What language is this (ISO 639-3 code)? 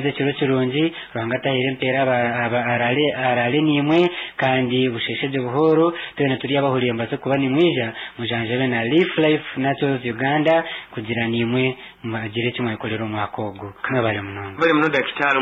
nyn